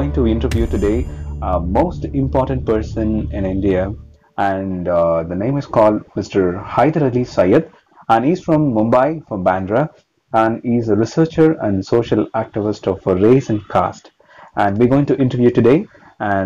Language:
English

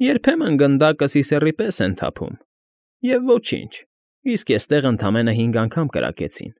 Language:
Armenian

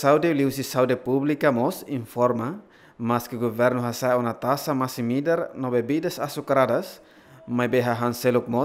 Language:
Tetum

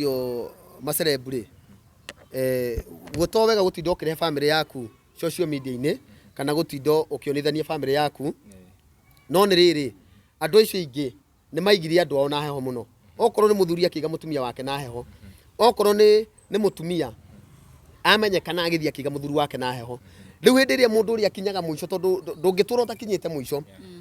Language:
Kikuyu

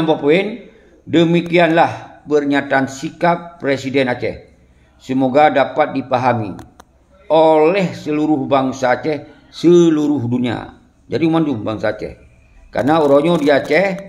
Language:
Achinese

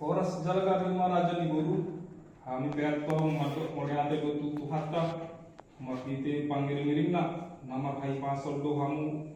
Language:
Batak Toba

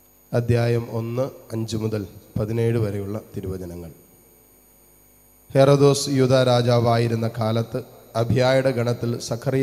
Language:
Malayalam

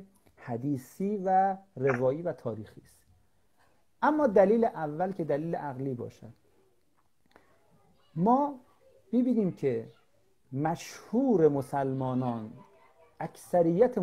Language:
Persian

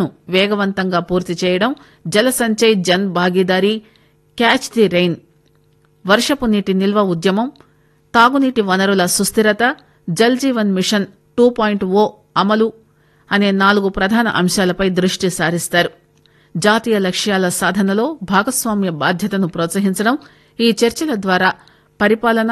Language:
Telugu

